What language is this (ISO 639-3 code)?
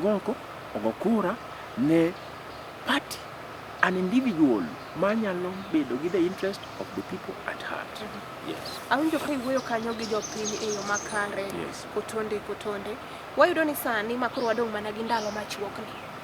luo